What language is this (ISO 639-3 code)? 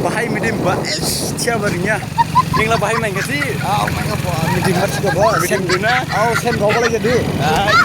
dis